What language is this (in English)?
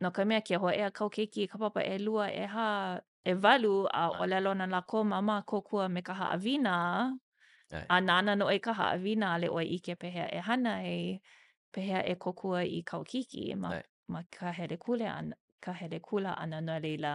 Hawaiian